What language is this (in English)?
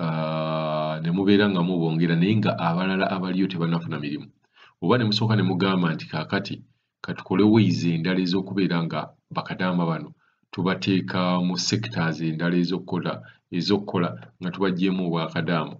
Ganda